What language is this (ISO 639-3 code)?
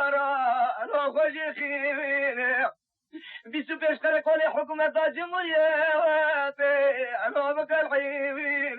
kur